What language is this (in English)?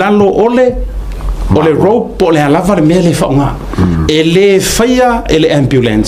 Samoan